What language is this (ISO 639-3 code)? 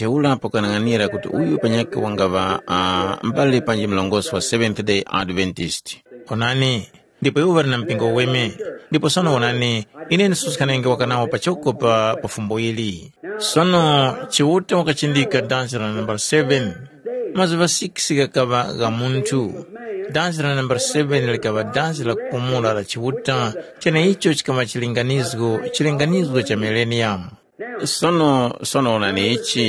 tum